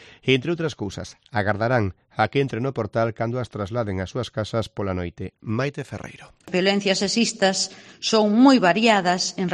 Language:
Galician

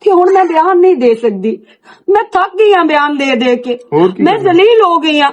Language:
Western Panjabi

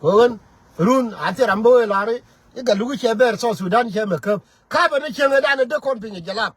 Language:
Nuer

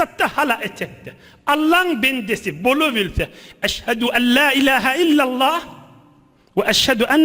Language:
Turkmen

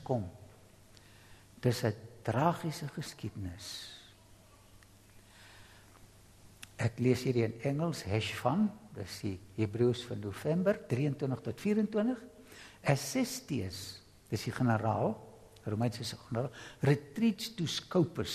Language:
Afrikaans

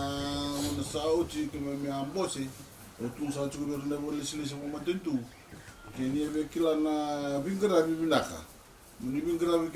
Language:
Fijian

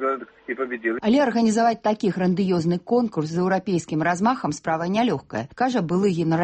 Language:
Belarusian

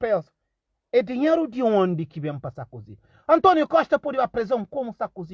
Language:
Kabuverdianu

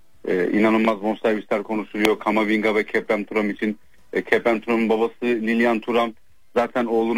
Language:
Turkish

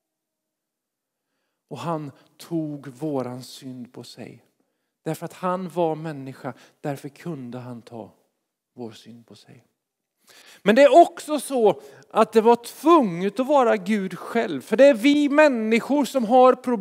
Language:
Swedish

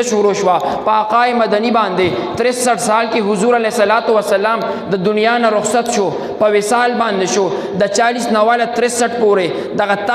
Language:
Pashto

